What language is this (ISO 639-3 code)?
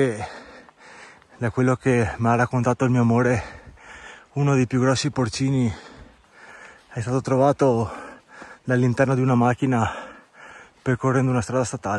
ita